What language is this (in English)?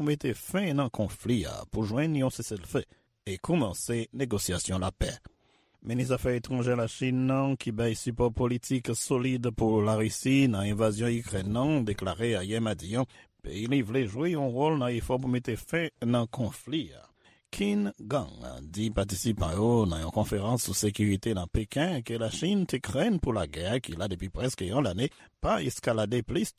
Haitian Creole